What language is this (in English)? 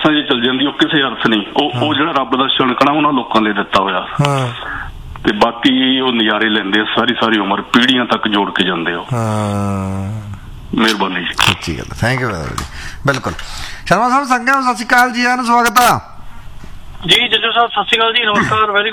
Punjabi